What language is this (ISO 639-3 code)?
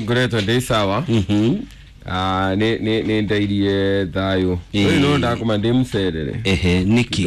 kik